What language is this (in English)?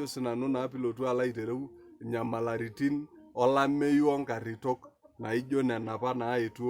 Masai